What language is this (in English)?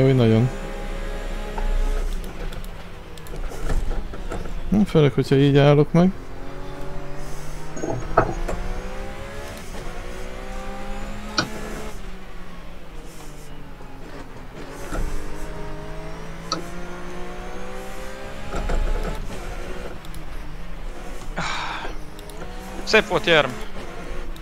Hungarian